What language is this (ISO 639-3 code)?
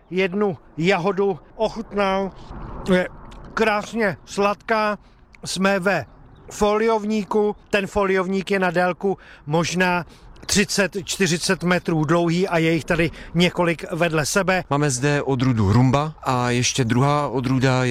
ces